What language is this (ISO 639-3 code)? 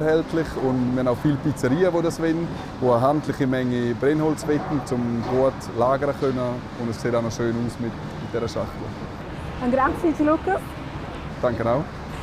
roh